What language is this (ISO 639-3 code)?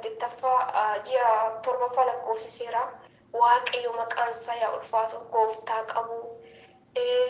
orm